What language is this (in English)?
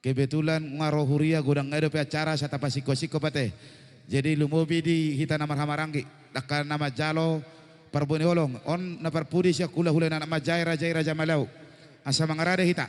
Batak Toba